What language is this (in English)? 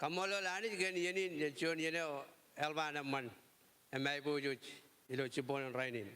Marshallese